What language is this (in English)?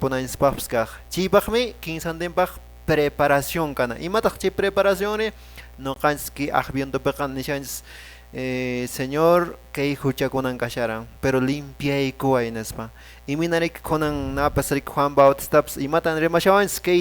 Quechua